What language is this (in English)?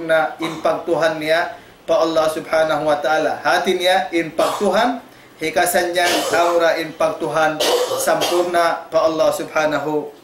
Tausug